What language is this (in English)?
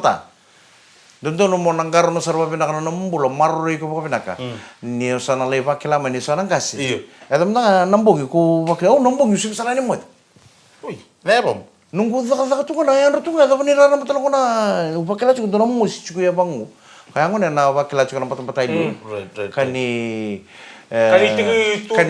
Fijian